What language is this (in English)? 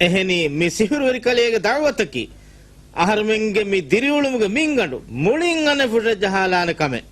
Divehi